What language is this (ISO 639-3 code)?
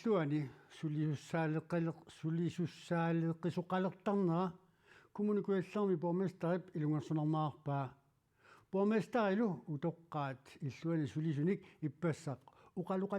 kal